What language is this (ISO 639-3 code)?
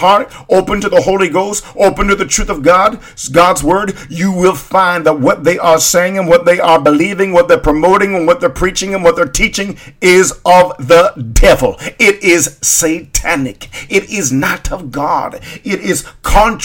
eng